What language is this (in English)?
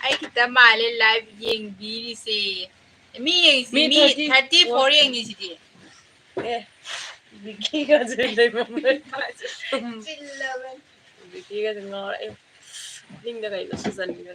Manipuri